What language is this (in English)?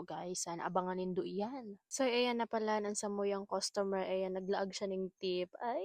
Bikol